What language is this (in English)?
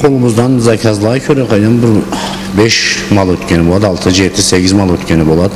Karachay-Balkar